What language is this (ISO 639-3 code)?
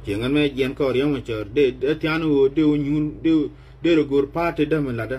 nus